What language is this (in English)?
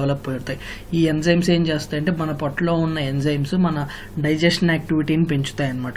Telugu